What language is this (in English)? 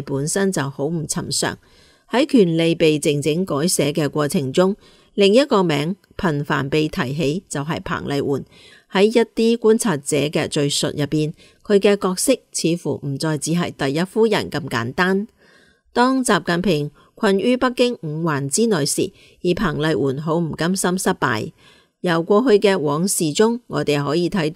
Cantonese